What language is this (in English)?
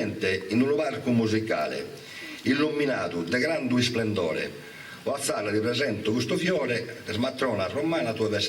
Sardinian